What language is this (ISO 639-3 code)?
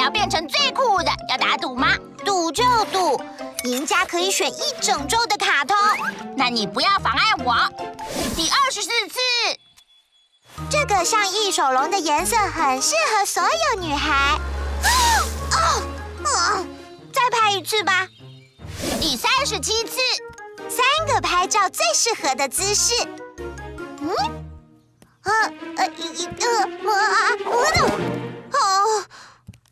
zho